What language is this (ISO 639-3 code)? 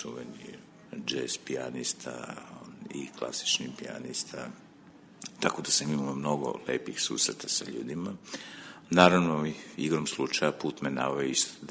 srp